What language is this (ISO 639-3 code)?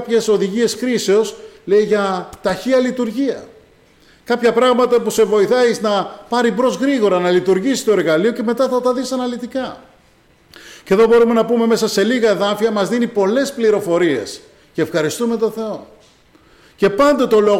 ell